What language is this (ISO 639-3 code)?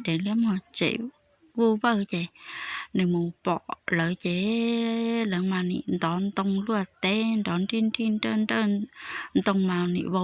hmn